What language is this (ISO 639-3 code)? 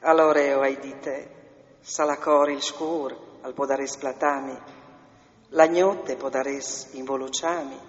fur